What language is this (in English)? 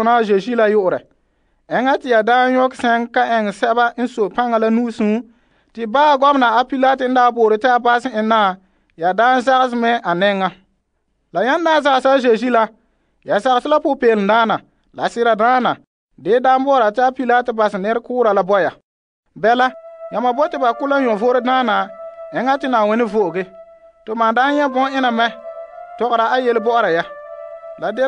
Frafra